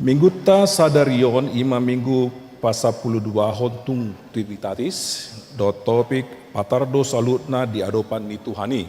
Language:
Batak Toba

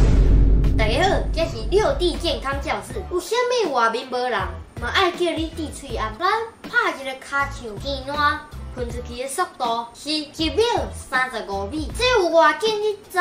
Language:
Min Nan Chinese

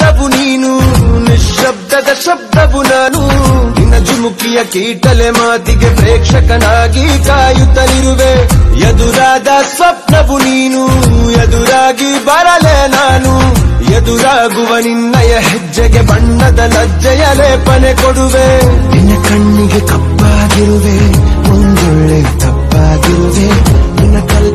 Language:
Kannada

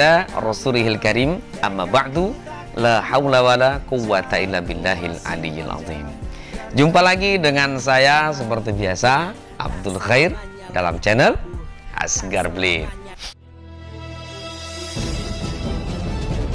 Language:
Indonesian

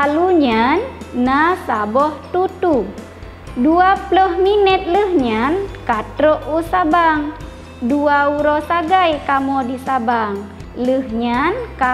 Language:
Achinese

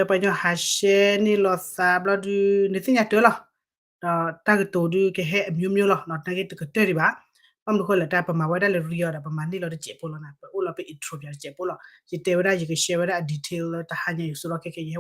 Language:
S'gaw Karen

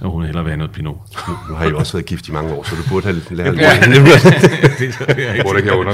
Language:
Danish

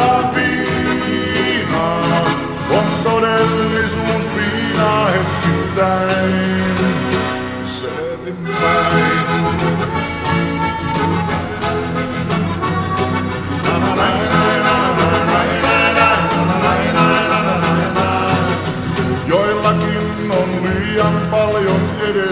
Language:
Finnish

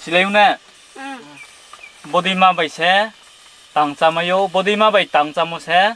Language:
Riang (India)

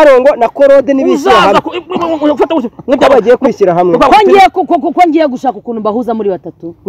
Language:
Kinyarwanda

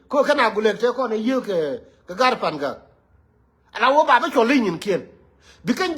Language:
Nuer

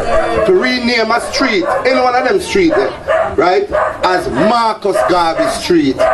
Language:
Jamaican Creole English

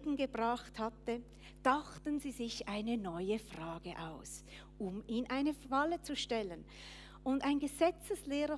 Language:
Swiss German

